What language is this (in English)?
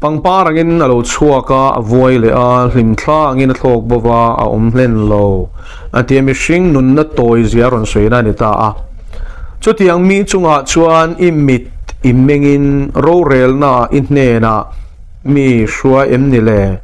Mizo